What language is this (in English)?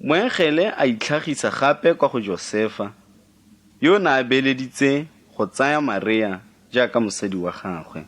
Tswana